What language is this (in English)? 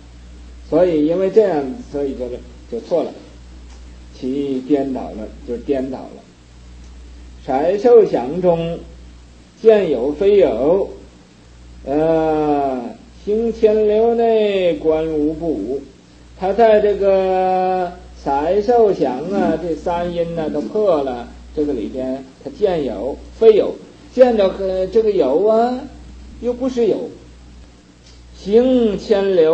Chinese